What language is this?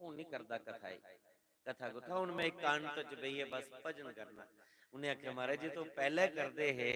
Dogri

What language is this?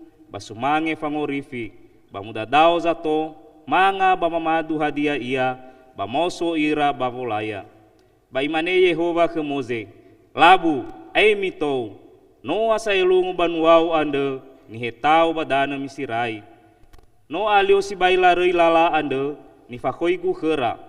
Nias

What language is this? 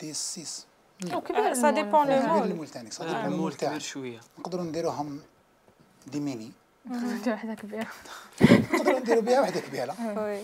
Algerian Arabic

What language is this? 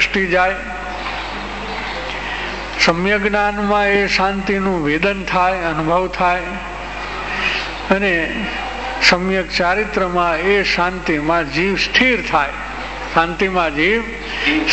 Gujarati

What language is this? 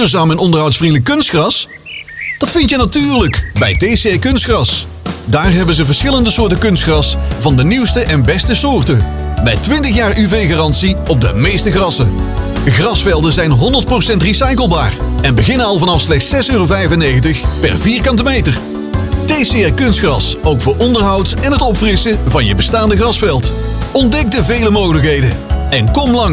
Dutch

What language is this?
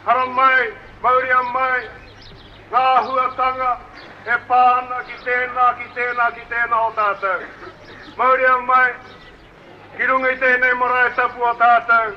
Māori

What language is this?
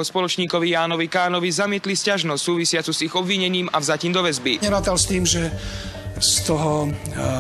Slovak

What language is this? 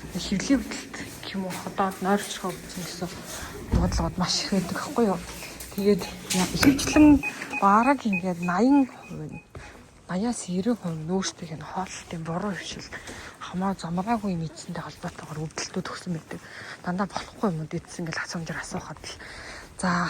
Mongolian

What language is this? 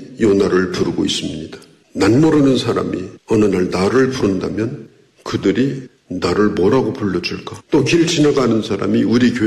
Korean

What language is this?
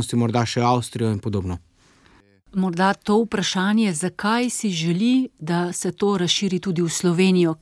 Slovenian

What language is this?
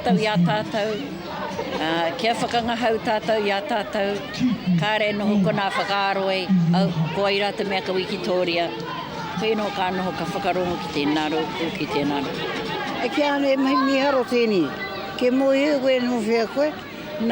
Māori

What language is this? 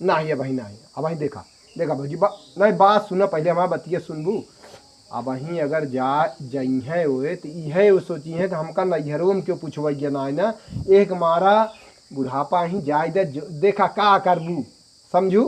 Awadhi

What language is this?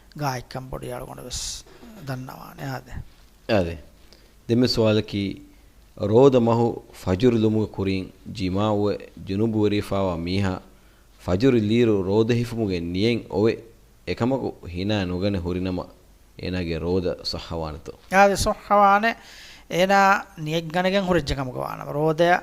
Divehi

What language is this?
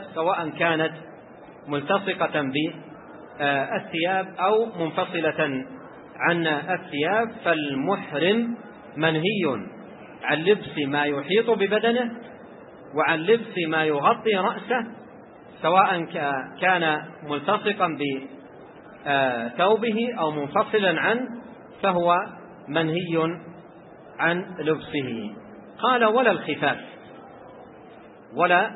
Arabic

